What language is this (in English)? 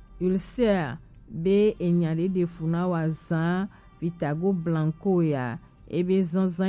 Gen